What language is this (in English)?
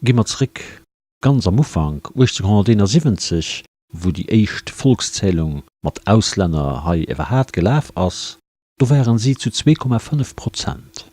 Luxembourgish